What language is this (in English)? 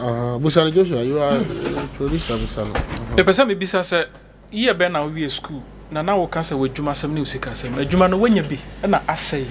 Akan